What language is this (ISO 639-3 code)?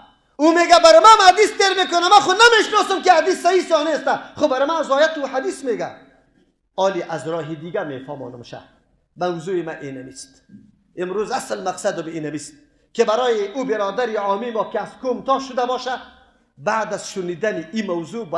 fas